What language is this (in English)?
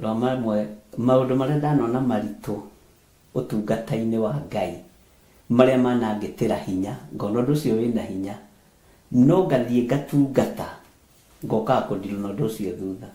Kikuyu